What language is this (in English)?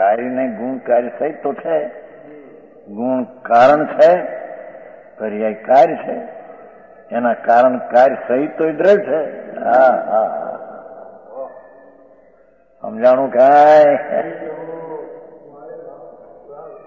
Gujarati